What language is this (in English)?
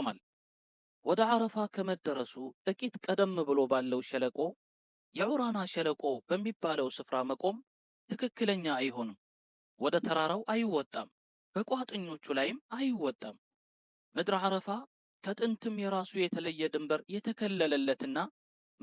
Amharic